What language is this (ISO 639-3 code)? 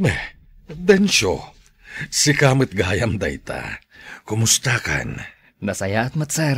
ilo